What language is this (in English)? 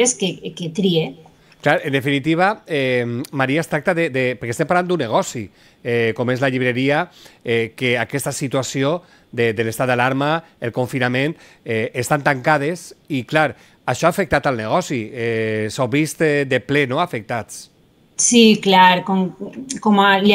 Catalan